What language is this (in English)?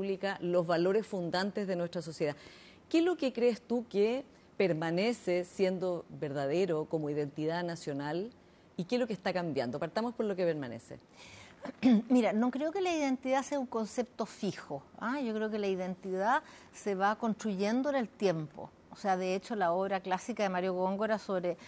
Spanish